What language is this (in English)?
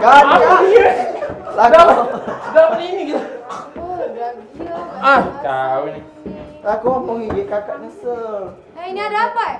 Musi